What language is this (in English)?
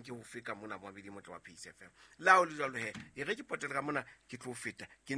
Southern Sotho